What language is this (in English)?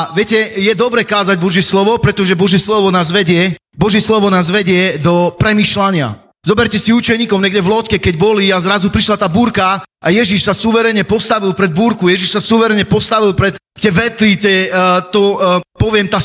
Slovak